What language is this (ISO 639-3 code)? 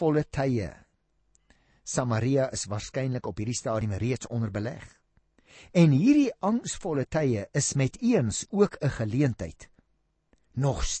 afr